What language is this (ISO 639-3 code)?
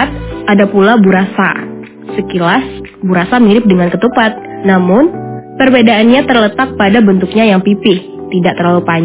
ind